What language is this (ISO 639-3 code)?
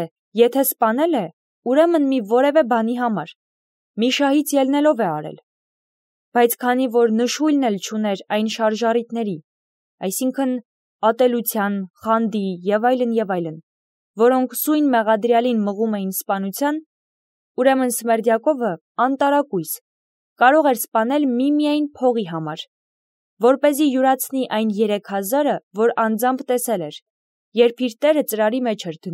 hye